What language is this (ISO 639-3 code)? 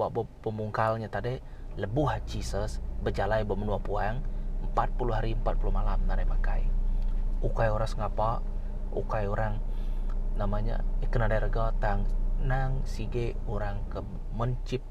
iba